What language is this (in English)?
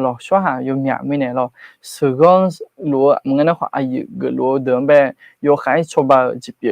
Akha